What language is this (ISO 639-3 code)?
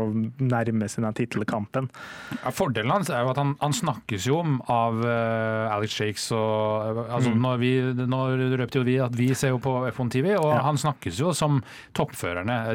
nor